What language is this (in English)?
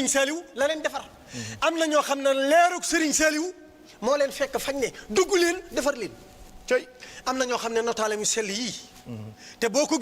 Wolof